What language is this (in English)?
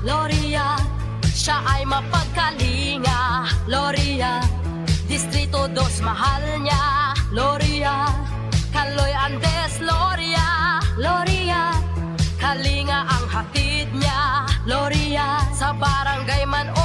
Bikol